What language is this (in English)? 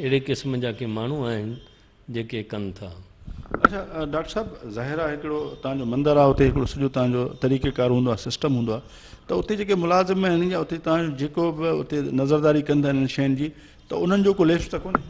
Sindhi